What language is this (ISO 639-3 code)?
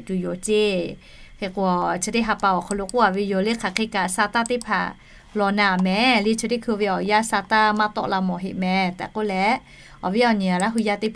lhu